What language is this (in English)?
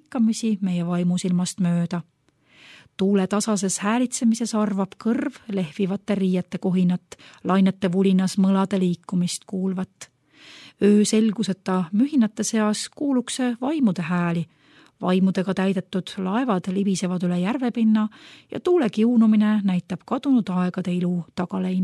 Estonian